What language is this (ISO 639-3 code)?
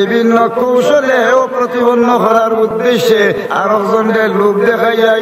syl